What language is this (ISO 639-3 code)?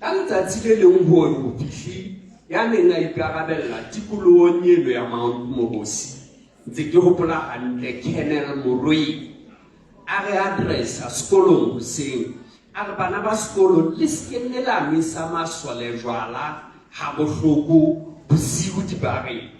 sot